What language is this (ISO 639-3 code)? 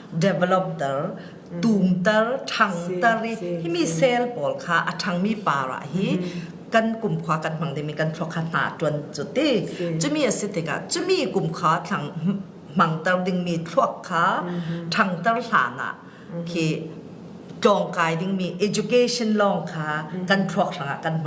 cfm